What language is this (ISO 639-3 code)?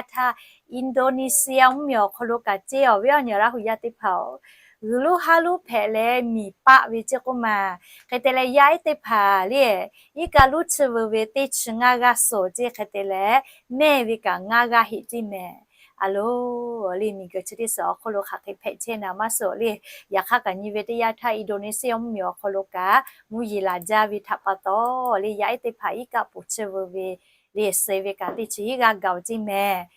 lhu